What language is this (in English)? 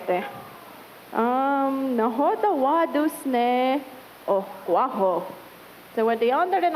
Mohawk